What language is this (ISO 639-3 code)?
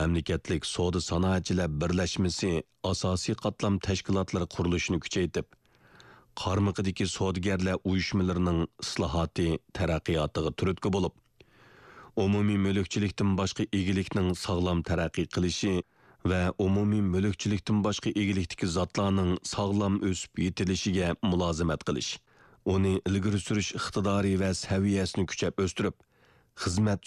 uig